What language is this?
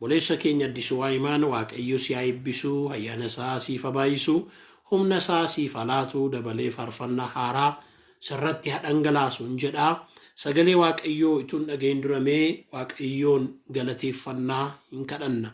Oromo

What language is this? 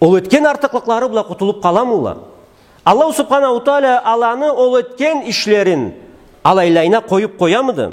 Karachay-Balkar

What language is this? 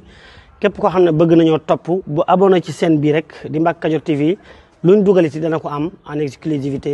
Wolof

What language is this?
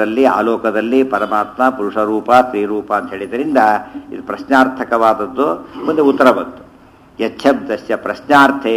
Kannada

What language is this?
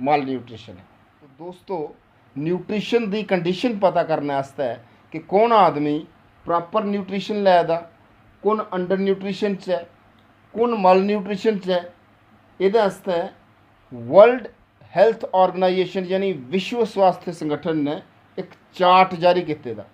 Dogri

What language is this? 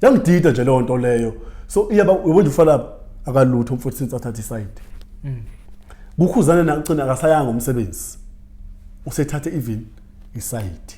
Zulu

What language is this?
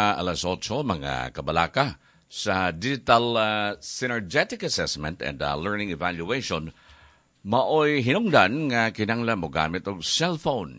Cebuano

